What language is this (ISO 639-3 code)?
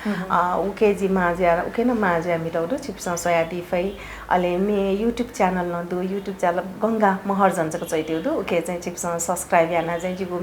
new